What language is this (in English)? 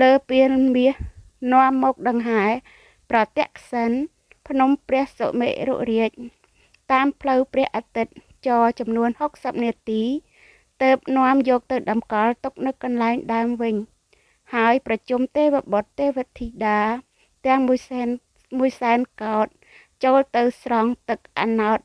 Khmer